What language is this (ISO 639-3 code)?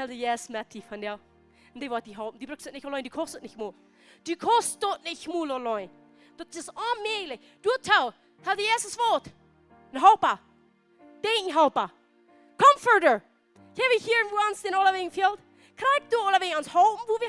pdt